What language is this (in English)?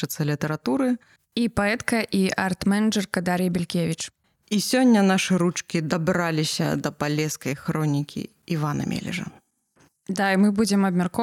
Belarusian